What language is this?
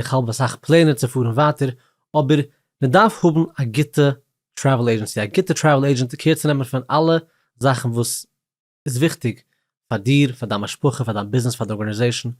Yiddish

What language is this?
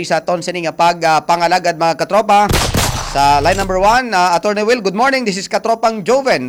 Hiligaynon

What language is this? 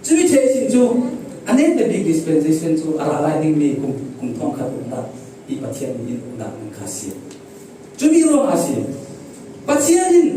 Falam Chin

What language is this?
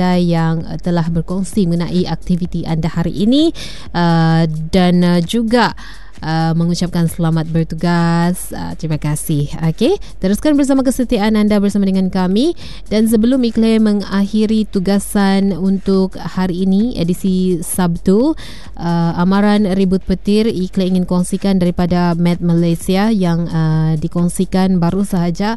Malay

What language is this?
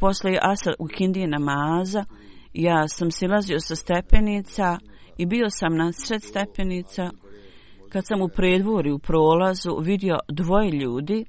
Bosnian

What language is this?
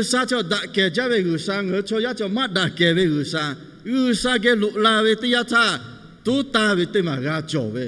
Lahu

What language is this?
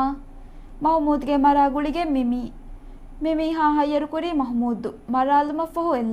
Divehi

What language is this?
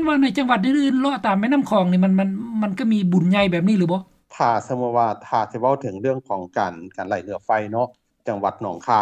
Lao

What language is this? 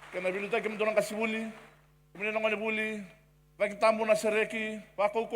Fijian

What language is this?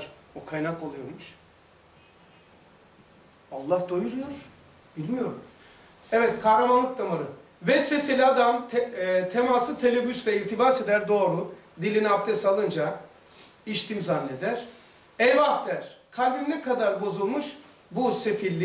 Turkish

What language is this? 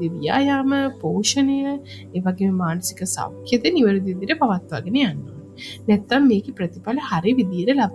Sinhala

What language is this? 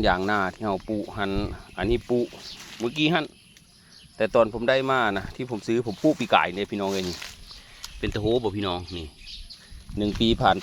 Lao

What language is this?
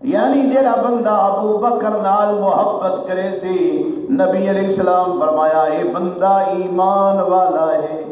Saraiki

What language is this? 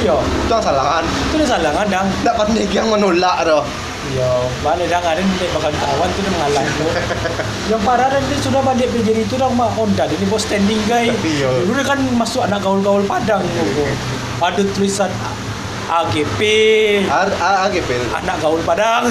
Minangkabau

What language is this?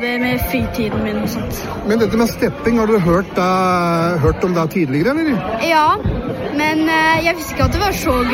Norwegian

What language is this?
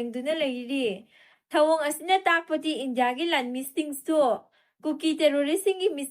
Manipuri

